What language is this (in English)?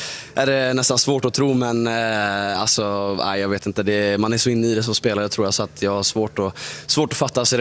Swedish